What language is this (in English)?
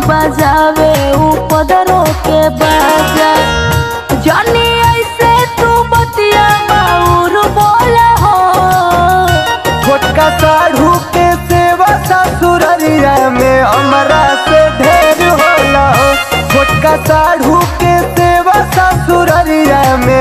Bhojpuri